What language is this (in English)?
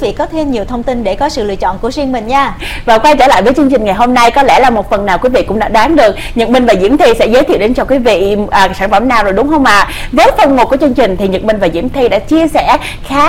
Vietnamese